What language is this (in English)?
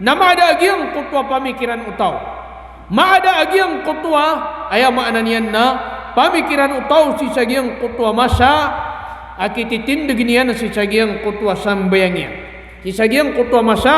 Maranao